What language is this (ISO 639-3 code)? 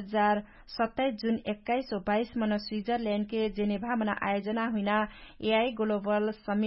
thl